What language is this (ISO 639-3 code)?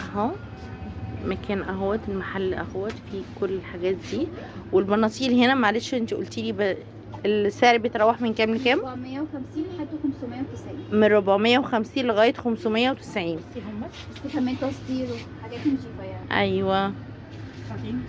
arz